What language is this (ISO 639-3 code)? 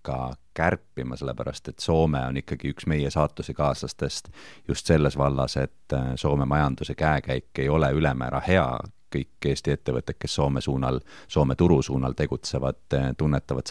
est